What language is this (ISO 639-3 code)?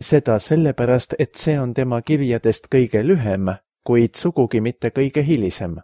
est